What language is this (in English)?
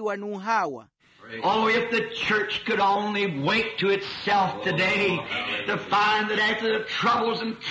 Makhuwa